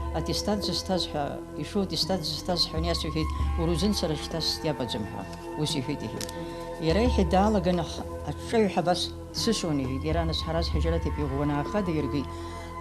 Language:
Abkhazian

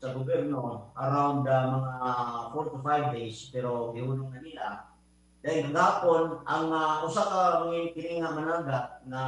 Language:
Cebuano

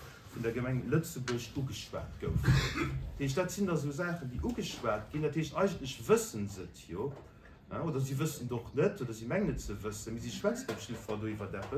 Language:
Luxembourgish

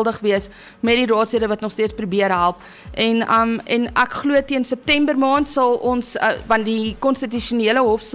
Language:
Afrikaans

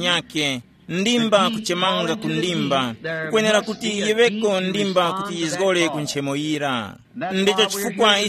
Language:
Tumbuka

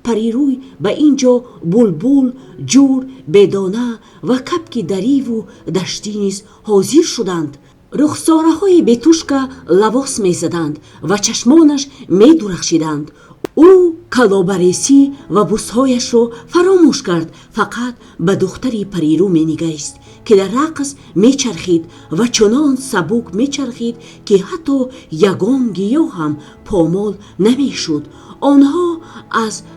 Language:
Tajik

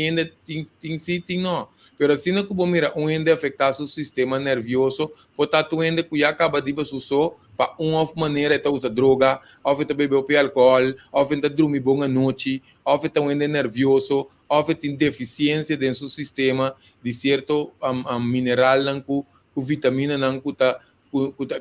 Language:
Papiamento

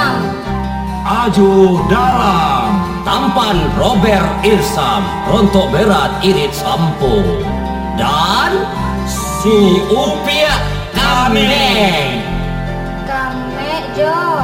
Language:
Minangkabau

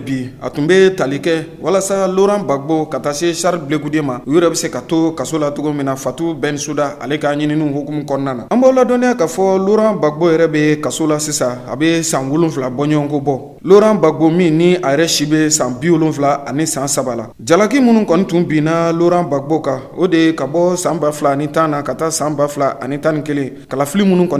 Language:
Bambara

